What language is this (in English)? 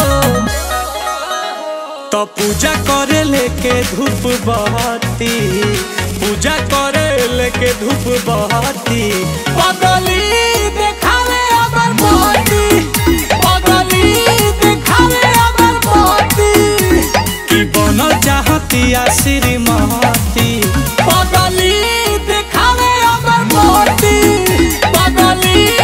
Bhojpuri